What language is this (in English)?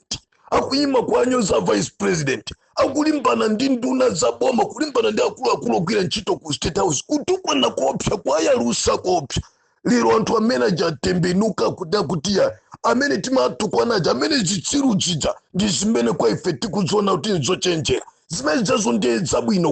Nyanja